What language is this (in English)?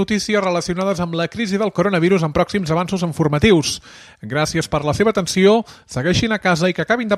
Catalan